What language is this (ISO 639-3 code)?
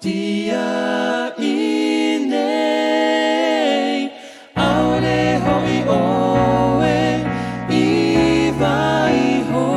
tah